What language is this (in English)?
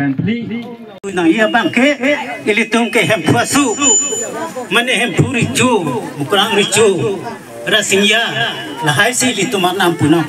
Karbi